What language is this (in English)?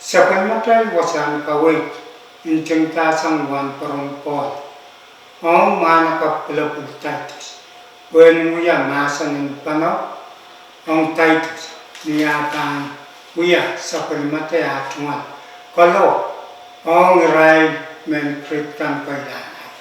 Pohnpeian